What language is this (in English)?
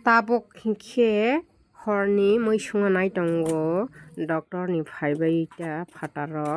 Kok Borok